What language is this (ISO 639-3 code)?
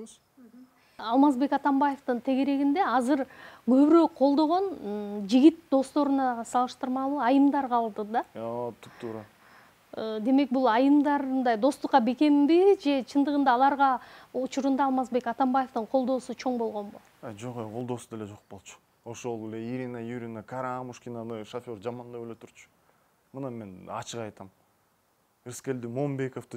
kir